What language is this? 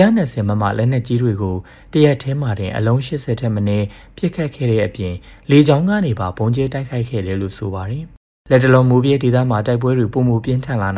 Burmese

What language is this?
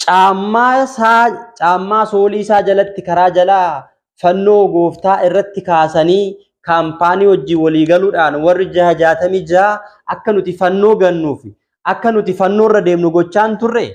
Oromo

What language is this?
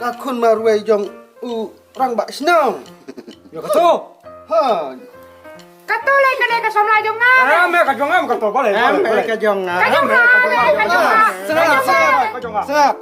Khasi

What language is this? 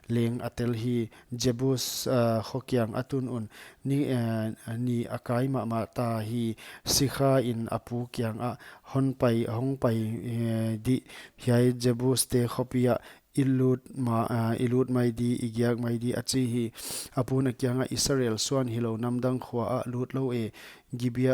Paite Chin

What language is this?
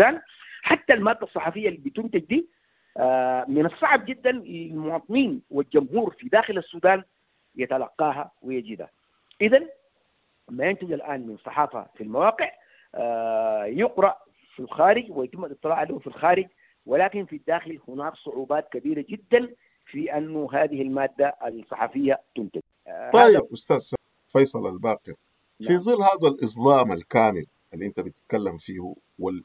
Sudanese Arabic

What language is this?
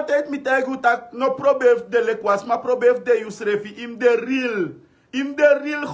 Sranan Tongo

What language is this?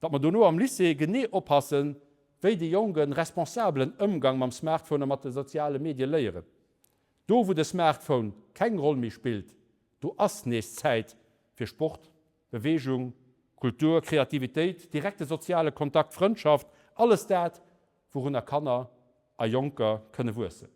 Luxembourgish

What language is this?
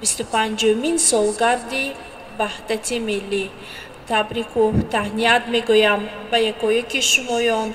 Tajik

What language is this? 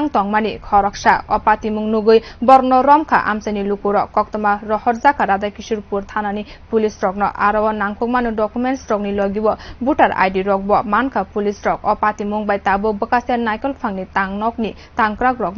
Kok Borok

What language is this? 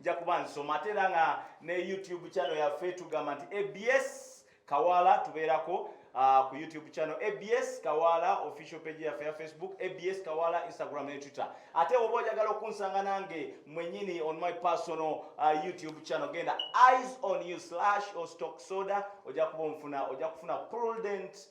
Ganda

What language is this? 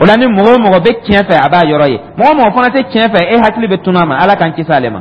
Dyula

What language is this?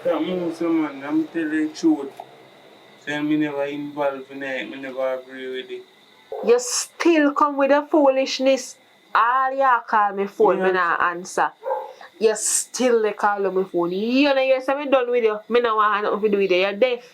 Jamaican Creole English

